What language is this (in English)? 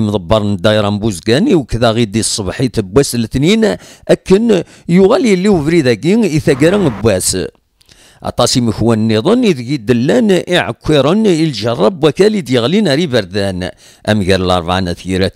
Kabyle